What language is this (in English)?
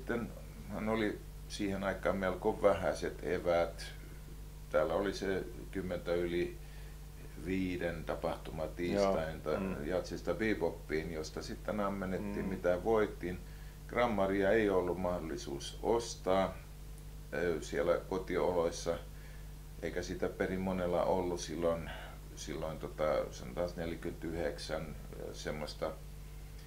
Finnish